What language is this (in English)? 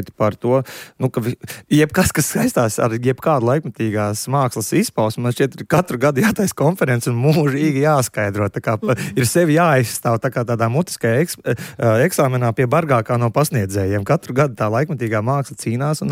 Latvian